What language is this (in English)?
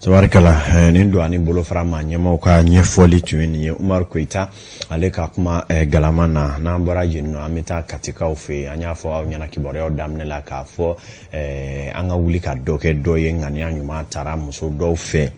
Bambara